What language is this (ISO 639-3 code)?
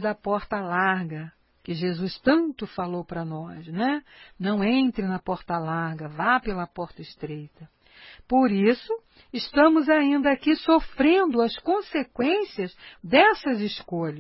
por